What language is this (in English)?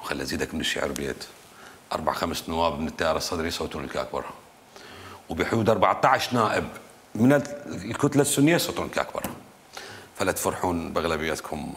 Mesopotamian Arabic